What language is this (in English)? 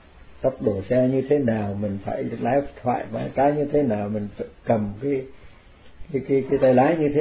Vietnamese